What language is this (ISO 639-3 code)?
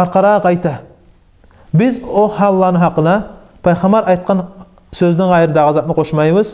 kum